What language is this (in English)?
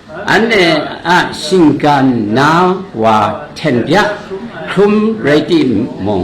Kachin